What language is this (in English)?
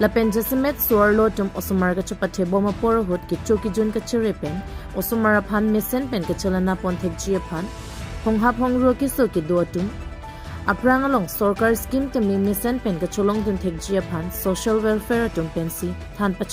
Karbi